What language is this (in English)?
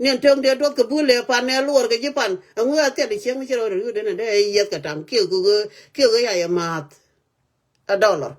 Nuer